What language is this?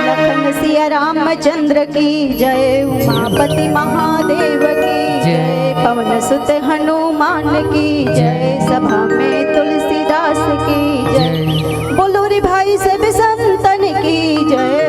Chhattisgarhi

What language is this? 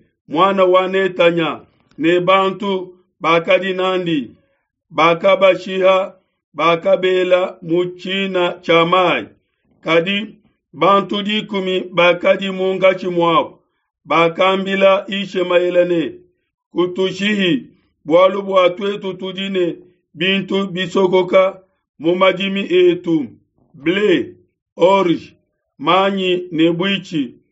Luba-Lulua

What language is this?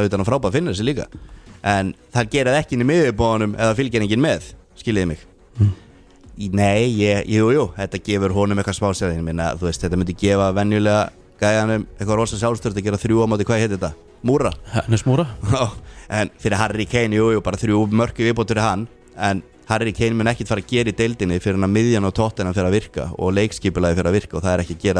Icelandic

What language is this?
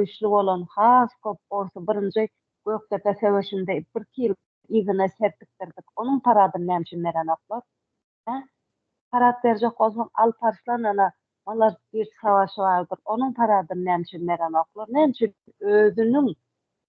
Turkmen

